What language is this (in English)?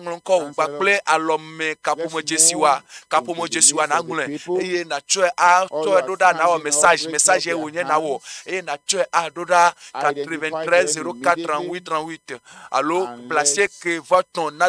Ewe